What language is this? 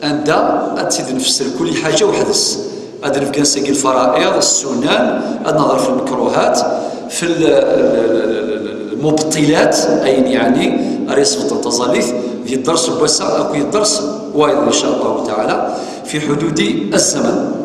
Kabyle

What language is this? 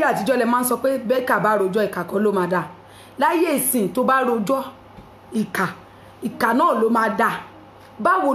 Yoruba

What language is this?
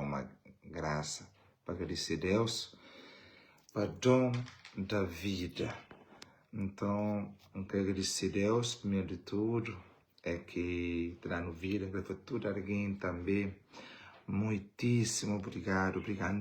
Kabuverdianu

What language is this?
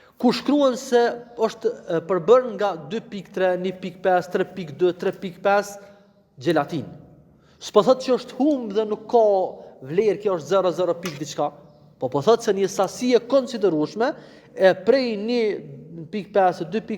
Albanian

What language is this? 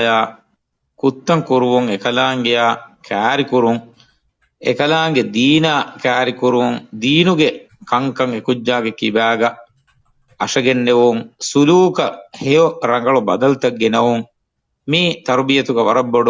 Divehi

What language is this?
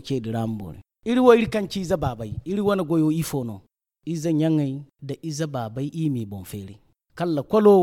Zarma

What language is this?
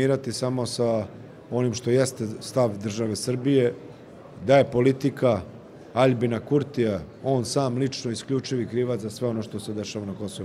Serbian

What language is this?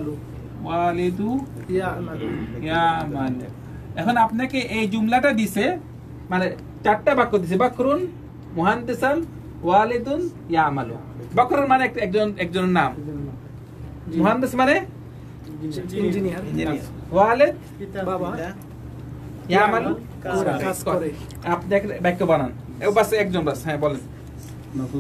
Bangla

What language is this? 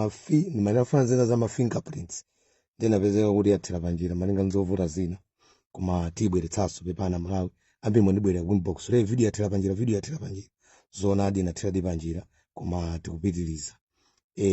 Nyanja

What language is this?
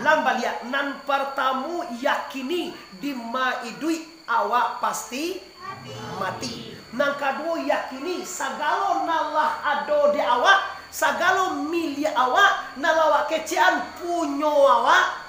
Minangkabau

